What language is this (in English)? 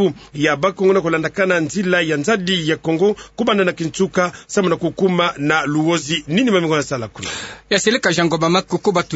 Kituba (Democratic Republic of Congo)